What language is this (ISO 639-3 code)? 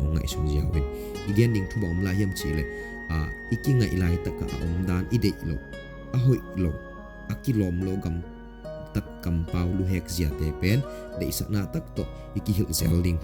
ctd